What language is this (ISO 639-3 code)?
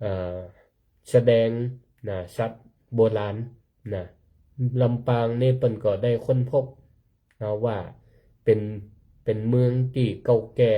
nod